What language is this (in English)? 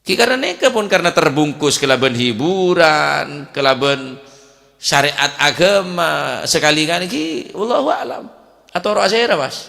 Madurese